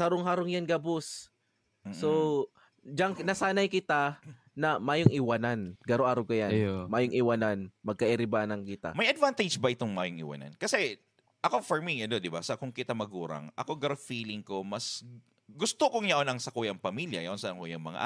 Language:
Bikol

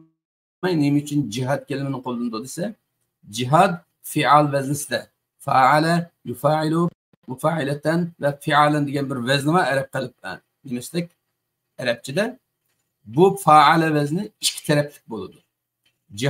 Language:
Uyghur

